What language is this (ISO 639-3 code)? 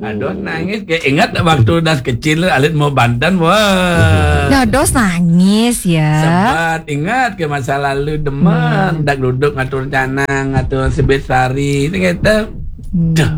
ban